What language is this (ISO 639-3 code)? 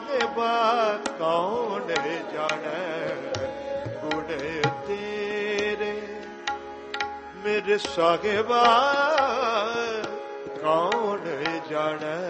pan